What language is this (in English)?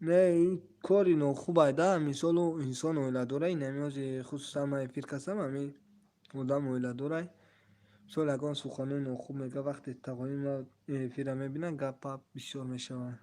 Tajik